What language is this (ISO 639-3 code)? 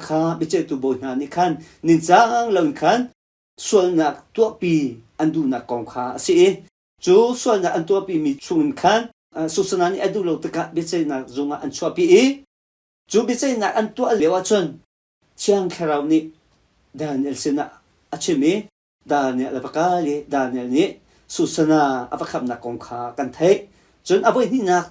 cnh